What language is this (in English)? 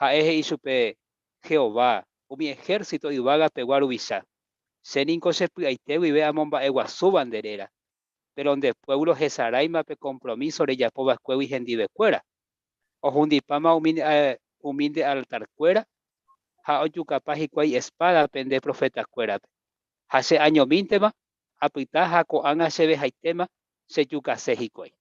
Guarani